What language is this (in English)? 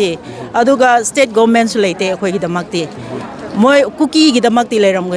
Manipuri